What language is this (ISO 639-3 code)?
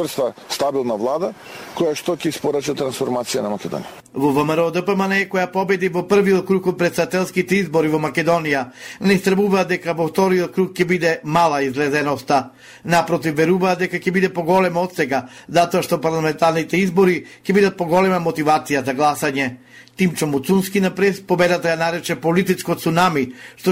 mkd